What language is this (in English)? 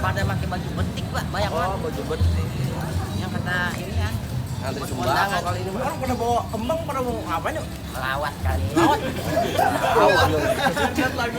Betawi